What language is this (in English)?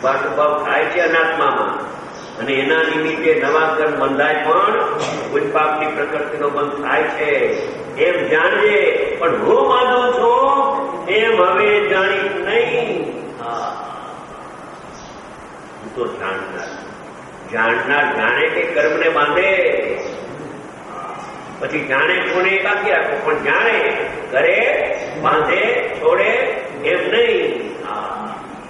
Gujarati